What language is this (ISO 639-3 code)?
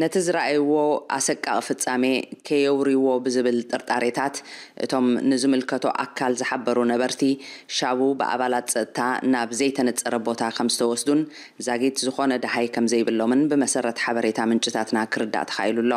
tir